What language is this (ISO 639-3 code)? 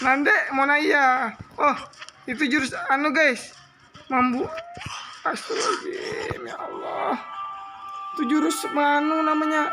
bjn